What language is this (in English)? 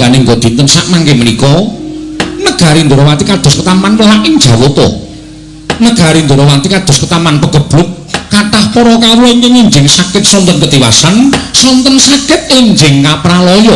Javanese